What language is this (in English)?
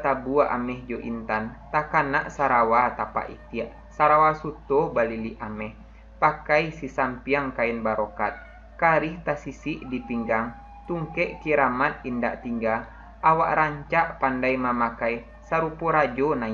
Minangkabau